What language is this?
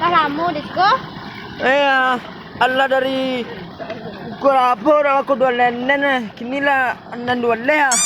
Minangkabau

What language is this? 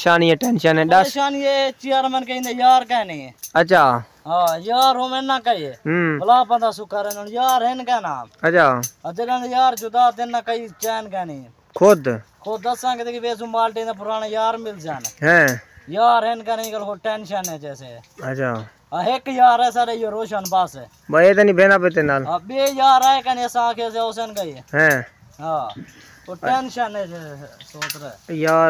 Saraiki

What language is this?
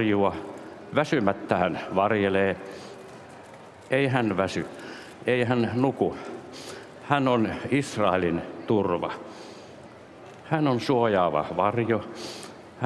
Finnish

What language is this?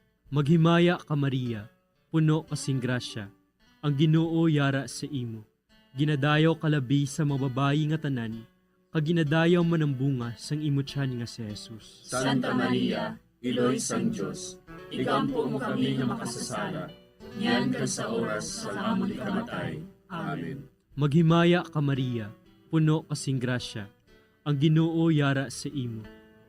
Hiligaynon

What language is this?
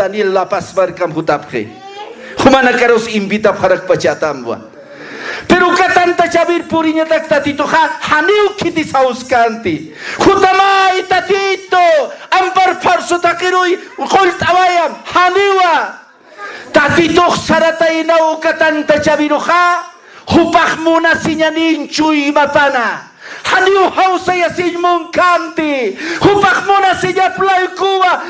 Aymara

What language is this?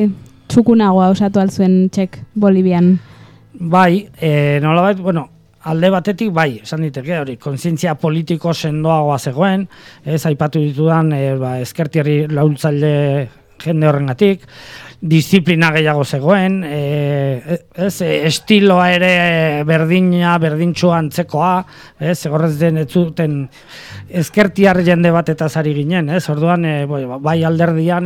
Basque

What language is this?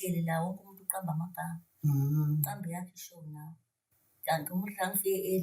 Zulu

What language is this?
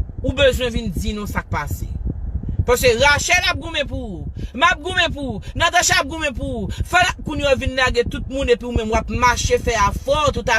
Haitian Creole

